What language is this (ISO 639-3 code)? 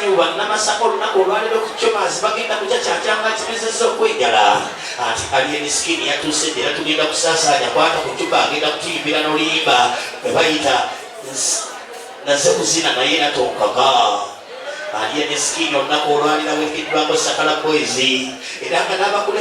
lug